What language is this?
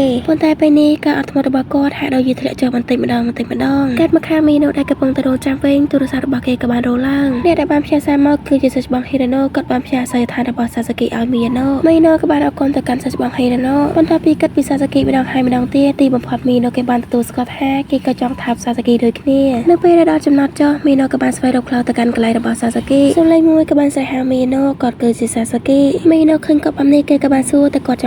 Khmer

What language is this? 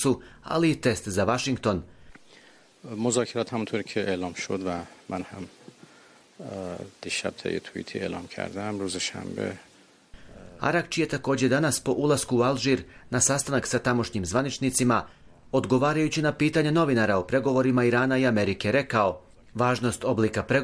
Bosnian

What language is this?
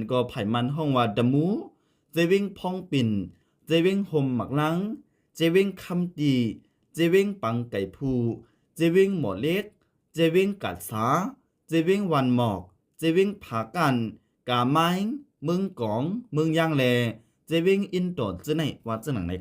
Shan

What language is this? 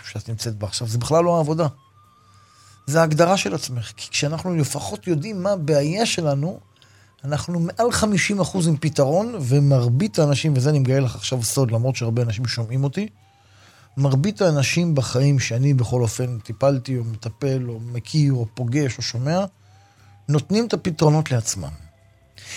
Hebrew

